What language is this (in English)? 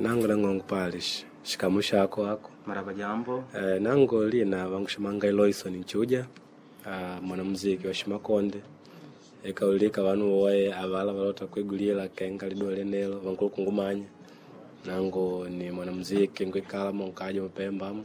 Makonde